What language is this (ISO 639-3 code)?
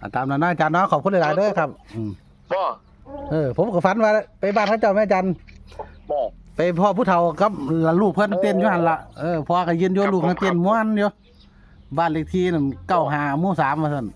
tts